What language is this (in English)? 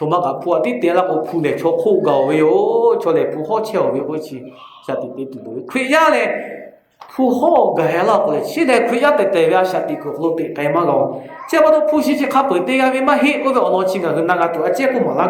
Lahu